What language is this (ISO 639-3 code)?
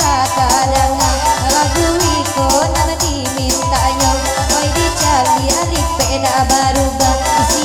min